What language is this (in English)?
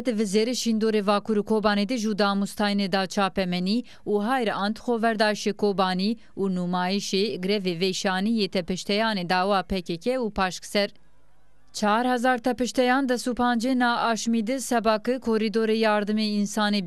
Zaza